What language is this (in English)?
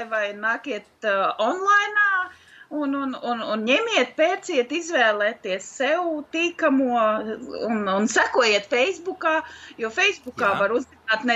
Latvian